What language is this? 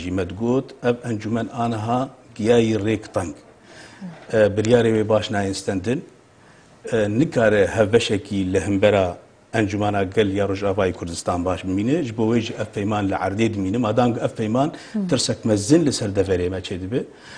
Kurdish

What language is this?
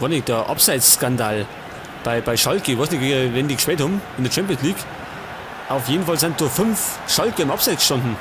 Bavarian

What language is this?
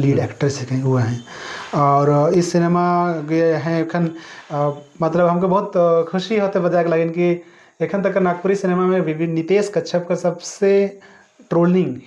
Sadri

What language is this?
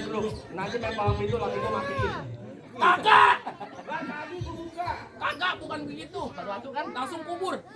Betawi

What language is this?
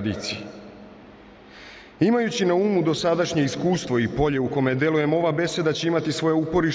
Serbian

